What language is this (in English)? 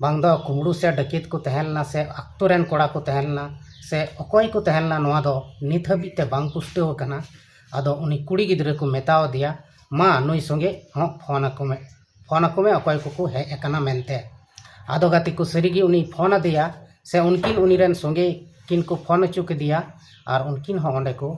Santali